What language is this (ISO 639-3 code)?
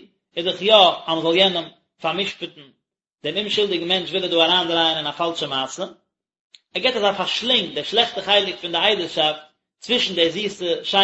yid